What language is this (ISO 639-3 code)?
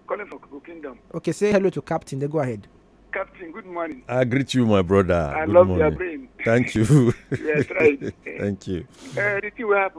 pcm